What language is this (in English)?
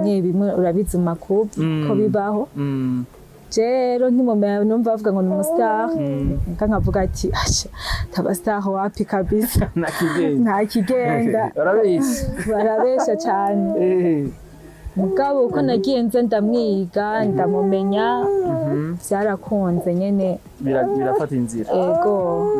Rundi